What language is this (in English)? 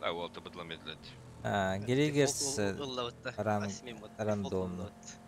Yakut